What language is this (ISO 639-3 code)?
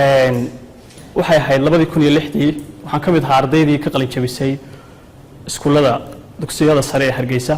som